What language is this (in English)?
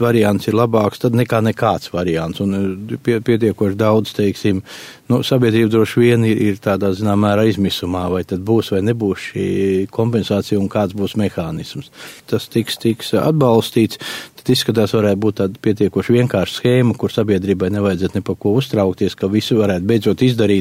Latvian